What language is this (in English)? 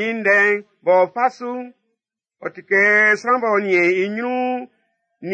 Baoulé